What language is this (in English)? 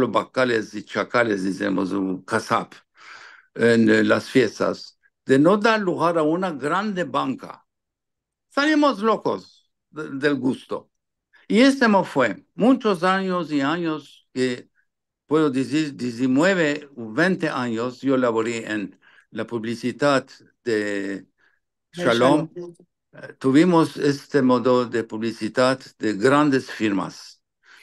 Ladino